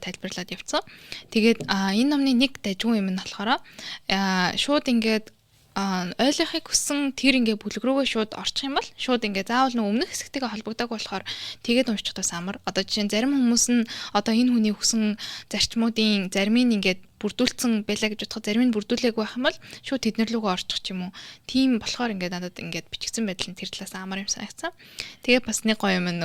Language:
Mongolian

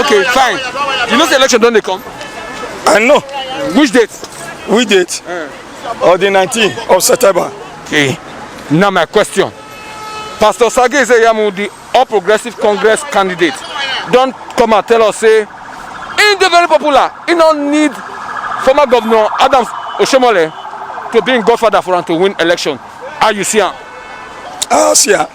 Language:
Nigerian Pidgin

